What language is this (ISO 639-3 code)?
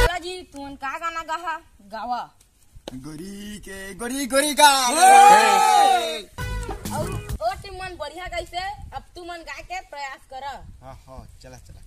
hne